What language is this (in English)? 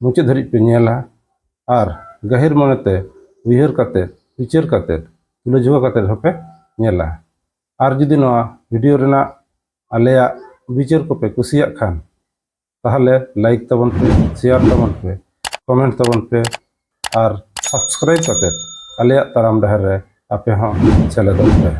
Santali